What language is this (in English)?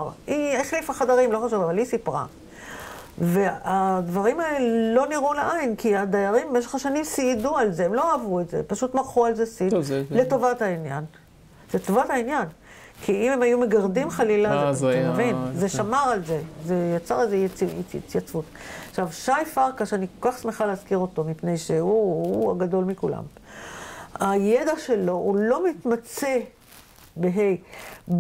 Hebrew